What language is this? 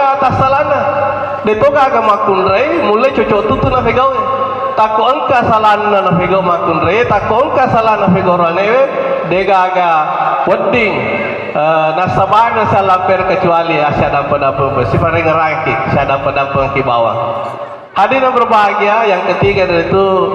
Buginese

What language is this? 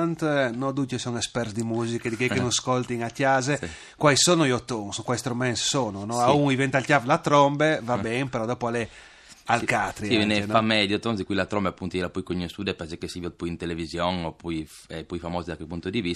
Friulian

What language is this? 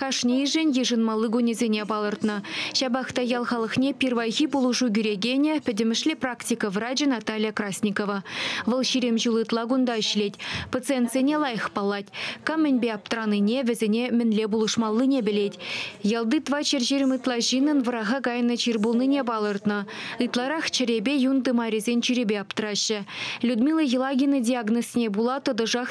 Chuvash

